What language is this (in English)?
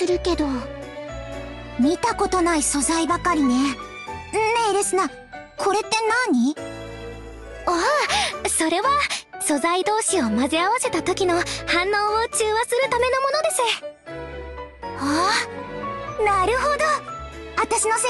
Japanese